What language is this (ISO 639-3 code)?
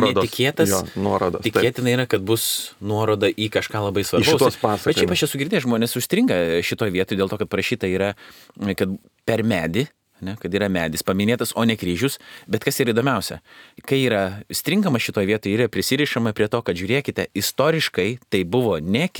lit